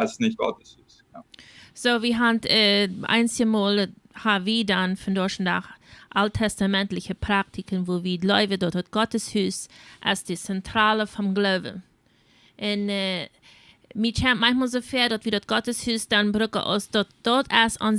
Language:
Plautdietsch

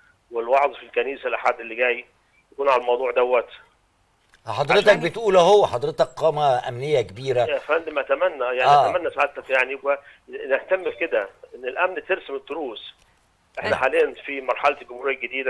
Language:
Egyptian Arabic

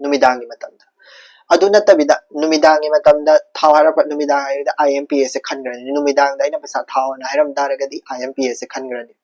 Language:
Manipuri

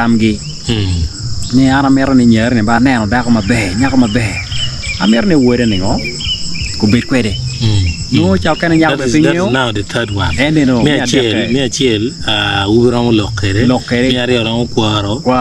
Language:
Acoli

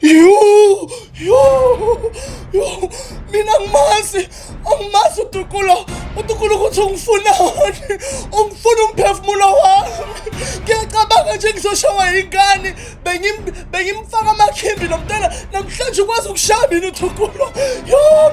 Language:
Zulu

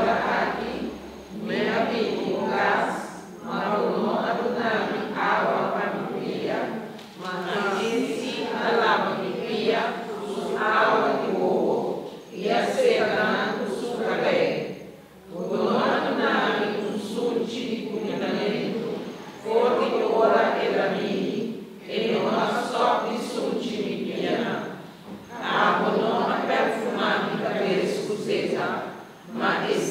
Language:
Papiamento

